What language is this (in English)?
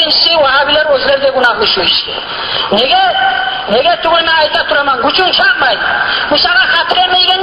Kumyk